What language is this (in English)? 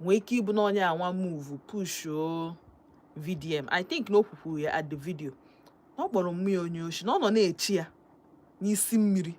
Igbo